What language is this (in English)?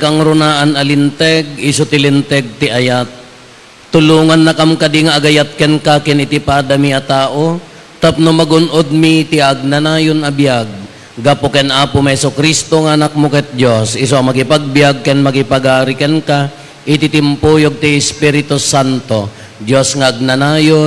Iloko